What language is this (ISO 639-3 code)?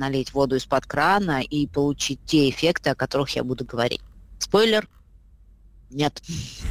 rus